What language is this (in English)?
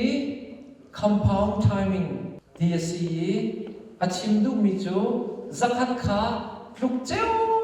Hakha Chin